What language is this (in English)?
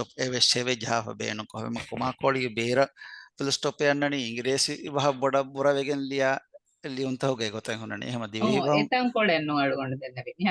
Divehi